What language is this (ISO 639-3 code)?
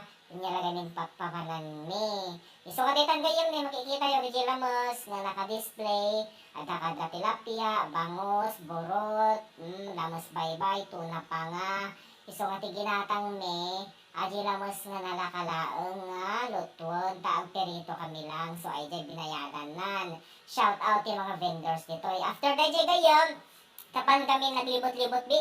ilo